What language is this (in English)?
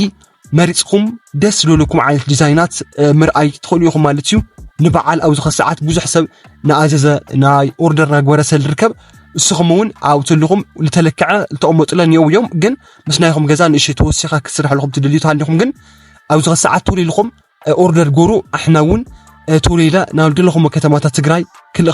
Tigrinya